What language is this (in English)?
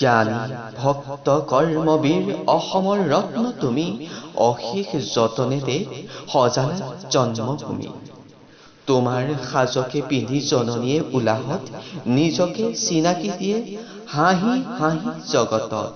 Assamese